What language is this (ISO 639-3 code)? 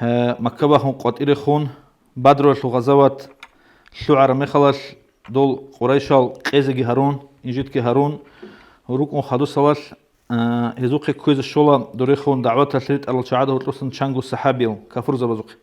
ava